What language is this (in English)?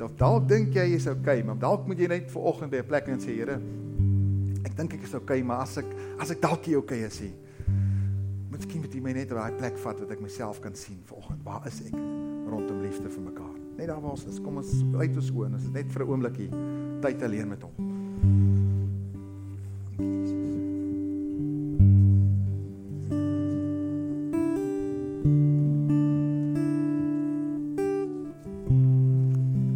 Afrikaans